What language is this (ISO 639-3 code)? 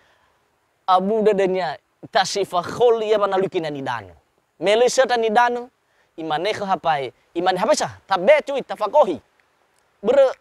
nia